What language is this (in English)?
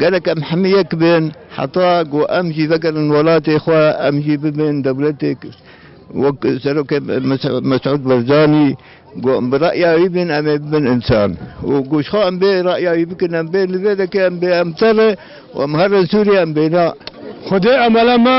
Kurdish